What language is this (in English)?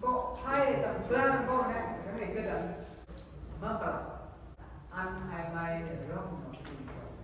Central Mnong